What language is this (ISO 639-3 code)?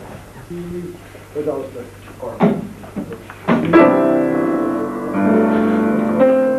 rus